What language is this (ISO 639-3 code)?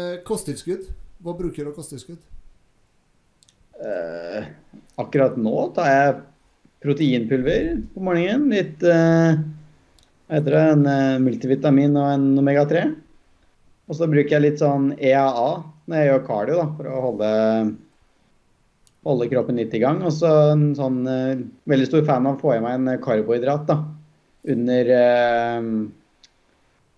nor